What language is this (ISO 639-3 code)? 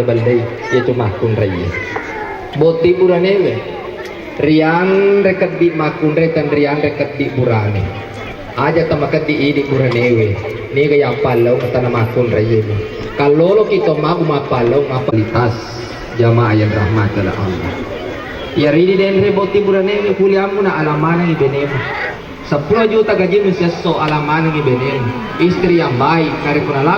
bug